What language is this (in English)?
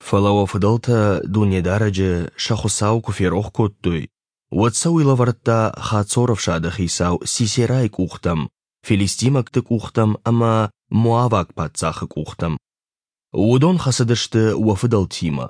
Ossetic